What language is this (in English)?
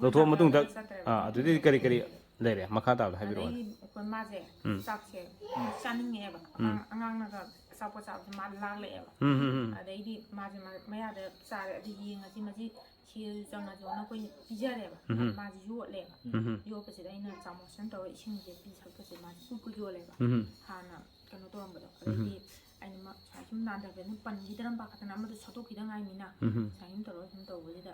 Manipuri